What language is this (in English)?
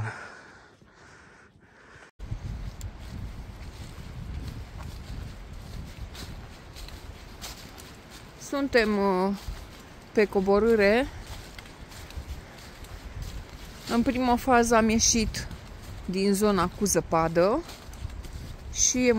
Romanian